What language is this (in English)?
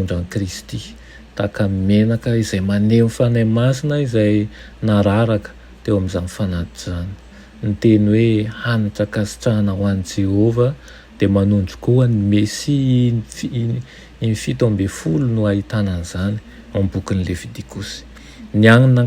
Malagasy